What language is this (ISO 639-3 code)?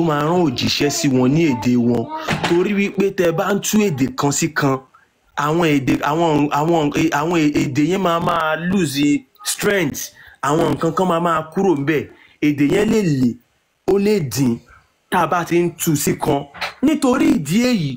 yor